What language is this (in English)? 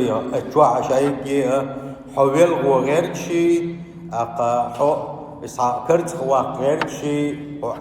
Chechen